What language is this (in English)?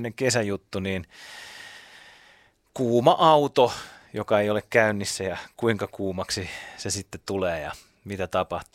Finnish